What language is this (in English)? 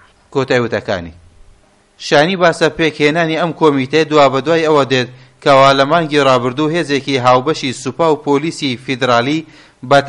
Central Kurdish